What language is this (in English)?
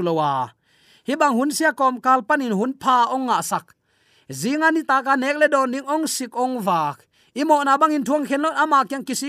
Tedim Chin